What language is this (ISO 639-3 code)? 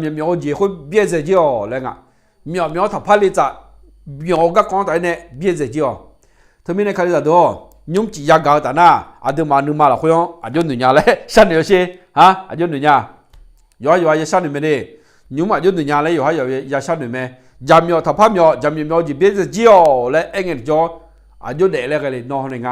ahk